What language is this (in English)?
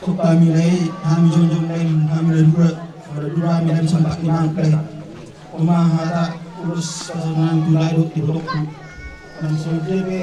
Batak Toba